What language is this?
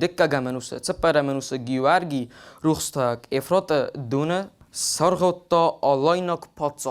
Ossetic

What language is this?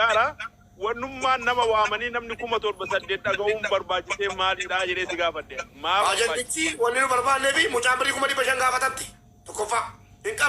Oromo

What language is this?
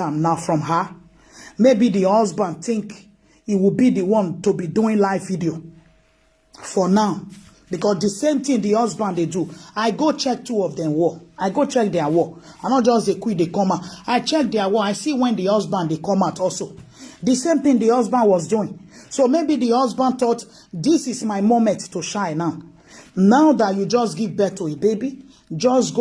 Nigerian Pidgin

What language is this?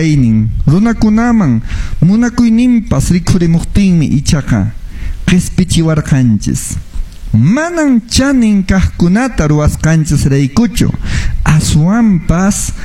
Quechua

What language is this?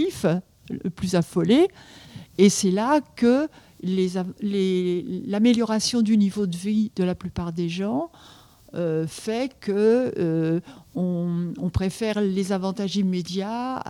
French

